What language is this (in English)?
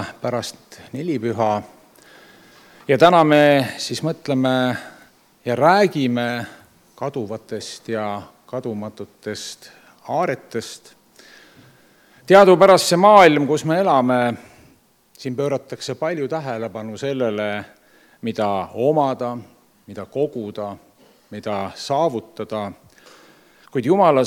Estonian